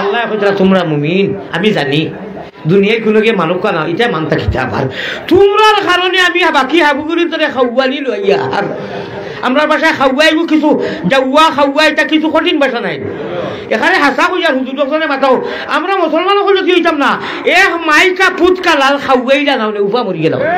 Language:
Sylheti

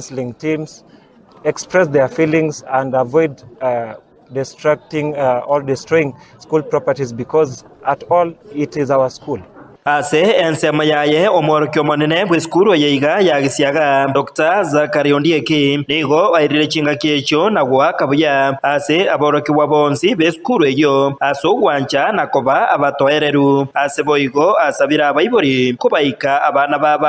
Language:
Gusii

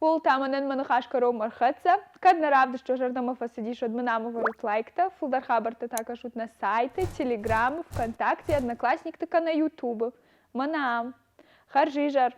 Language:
Ossetic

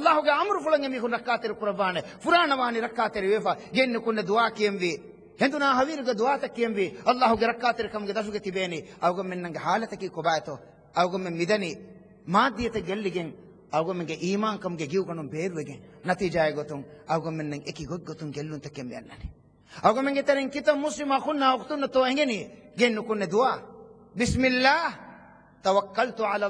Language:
Divehi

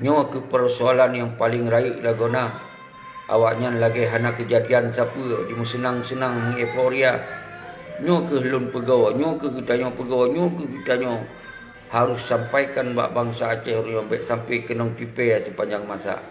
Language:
Achinese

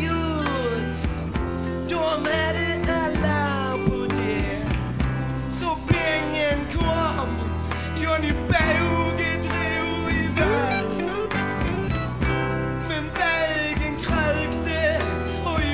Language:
Swedish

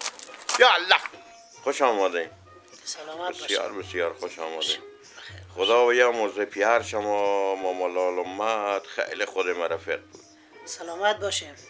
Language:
Persian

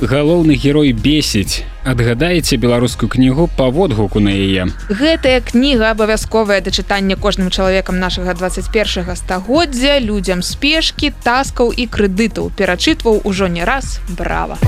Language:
Belarusian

